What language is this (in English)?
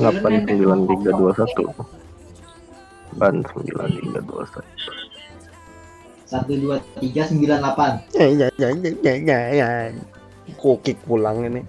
Banjar